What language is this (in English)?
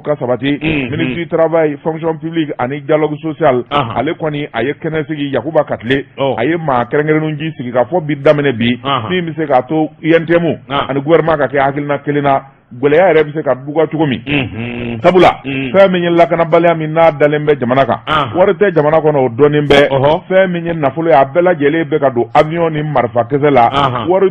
Bambara